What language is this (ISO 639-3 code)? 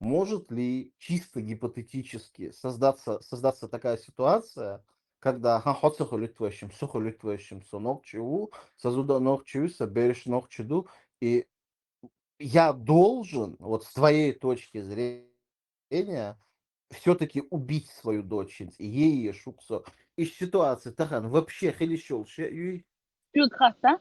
che